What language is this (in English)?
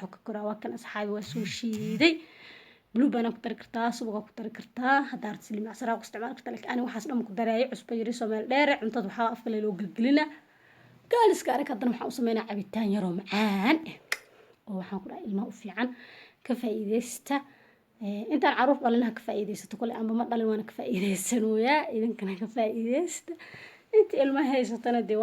Somali